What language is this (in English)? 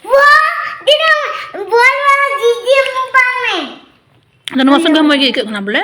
Santali